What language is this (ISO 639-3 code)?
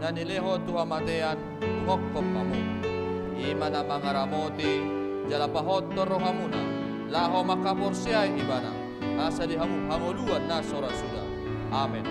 bbc